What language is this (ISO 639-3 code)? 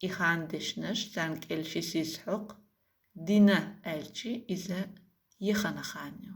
che